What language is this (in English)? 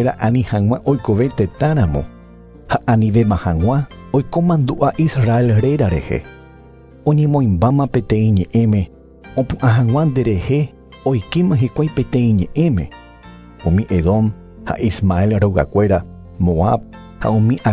Guarani